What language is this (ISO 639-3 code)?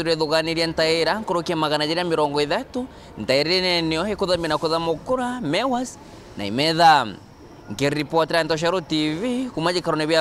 mer